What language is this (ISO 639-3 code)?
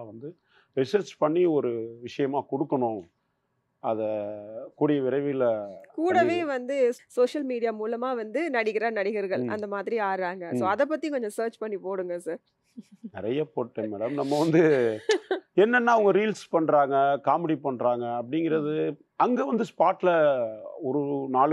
tam